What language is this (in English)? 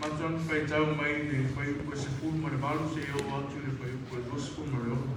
Samoan